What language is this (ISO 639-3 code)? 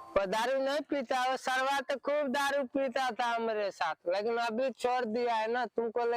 mai